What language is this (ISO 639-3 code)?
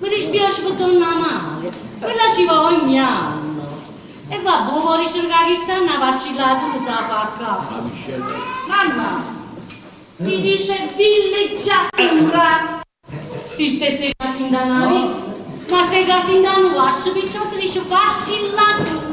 nap